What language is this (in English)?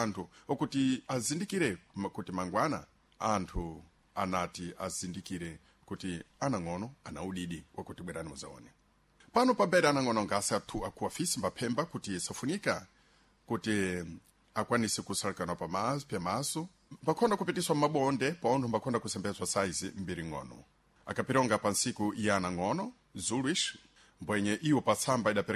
Sena